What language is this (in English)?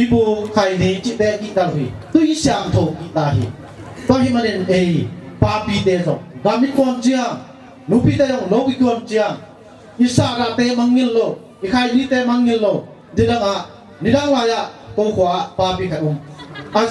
Tedim Chin